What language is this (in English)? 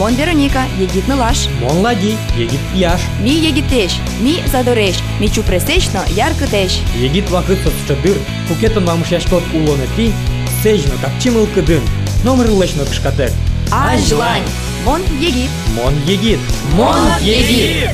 Udmurt